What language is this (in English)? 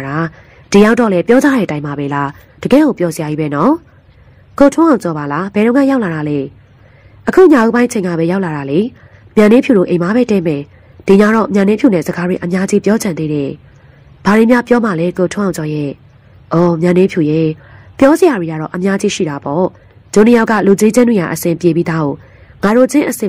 Burmese